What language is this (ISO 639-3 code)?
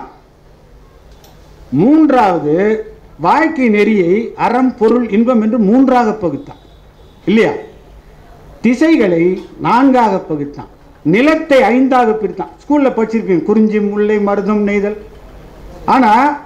tam